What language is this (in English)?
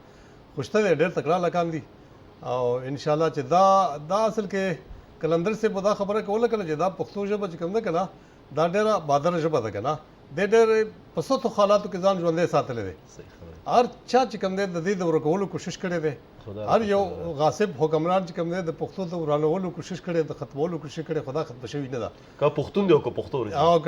Pashto